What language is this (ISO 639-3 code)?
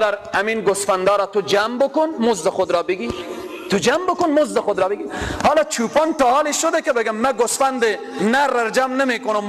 fas